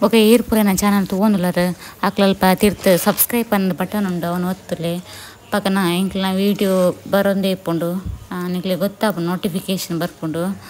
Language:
Tulu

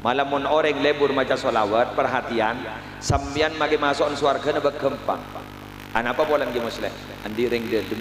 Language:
Madurese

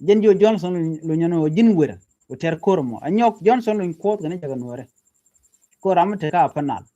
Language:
Nuer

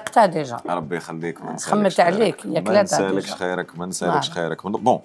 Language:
Algerian Arabic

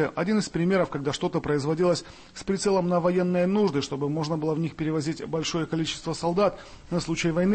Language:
Russian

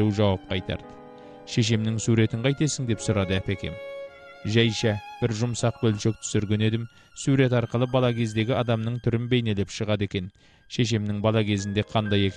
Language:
Kazakh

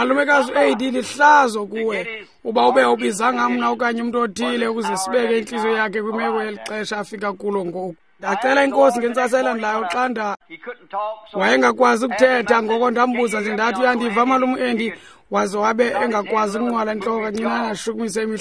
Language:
Xhosa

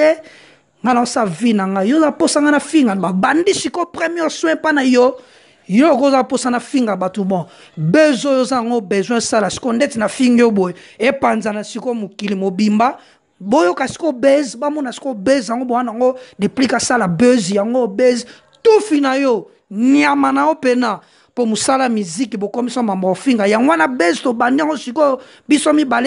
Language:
Lingala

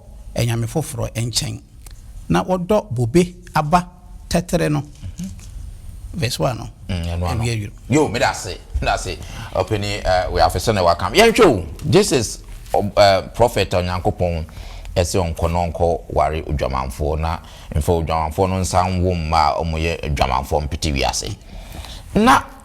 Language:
Akan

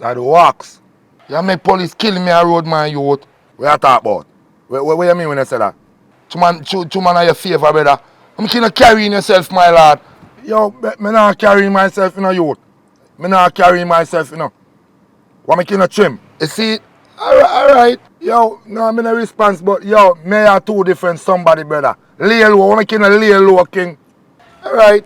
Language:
Jamaican Creole English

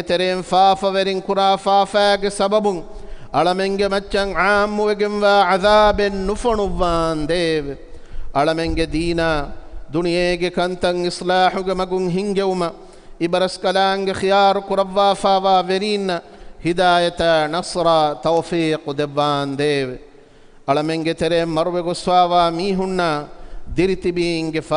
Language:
Divehi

